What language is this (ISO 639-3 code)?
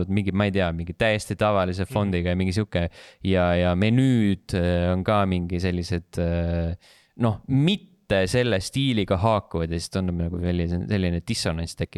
est